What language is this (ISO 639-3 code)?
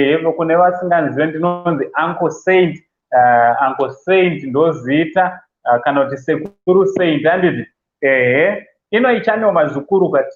sna